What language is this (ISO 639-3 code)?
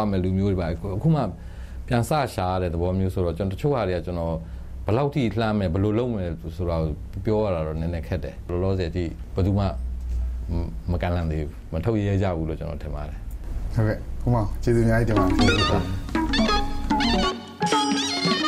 mya